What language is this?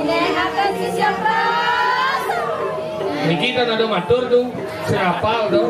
Balinese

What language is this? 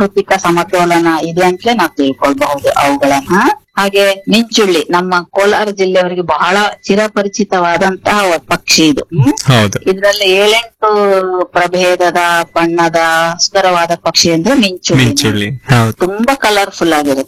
Kannada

